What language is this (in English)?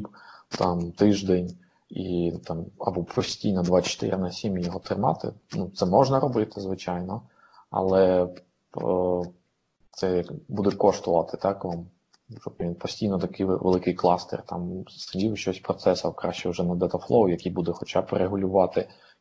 Ukrainian